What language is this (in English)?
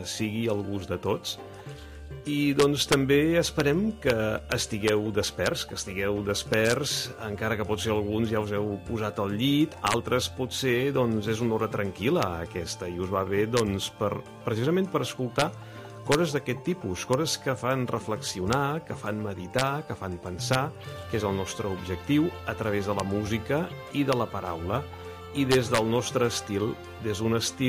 Catalan